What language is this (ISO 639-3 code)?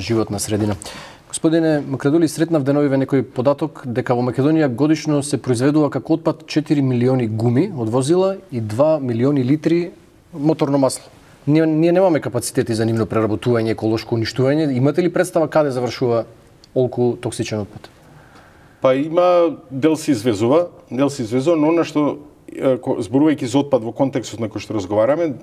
mkd